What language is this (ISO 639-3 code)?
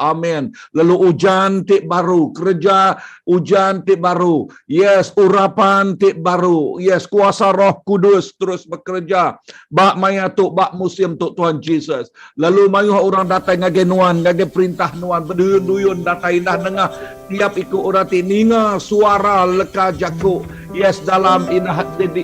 iba